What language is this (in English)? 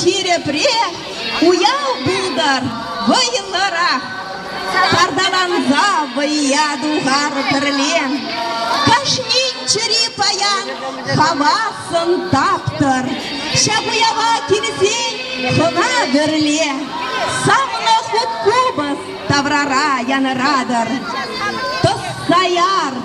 Chuvash